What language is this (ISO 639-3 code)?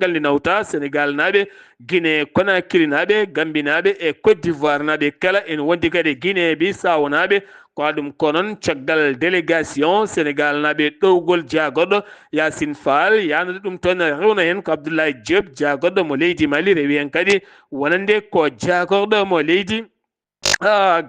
ful